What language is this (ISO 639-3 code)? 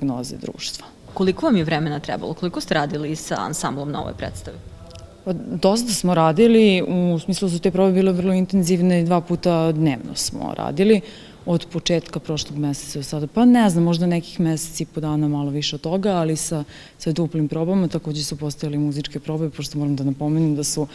srp